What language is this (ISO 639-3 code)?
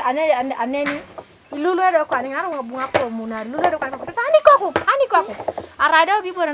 teo